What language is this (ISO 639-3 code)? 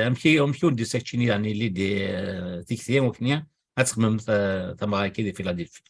kab